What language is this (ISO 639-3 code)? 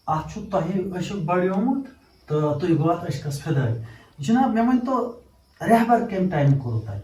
kas